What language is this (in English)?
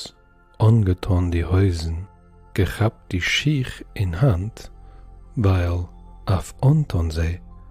Yiddish